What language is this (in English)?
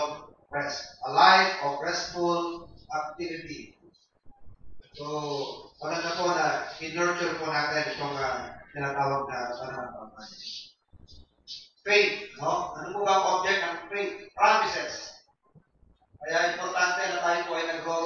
Filipino